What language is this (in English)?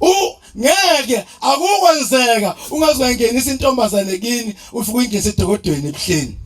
Zulu